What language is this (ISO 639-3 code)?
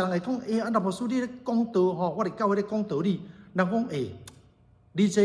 nan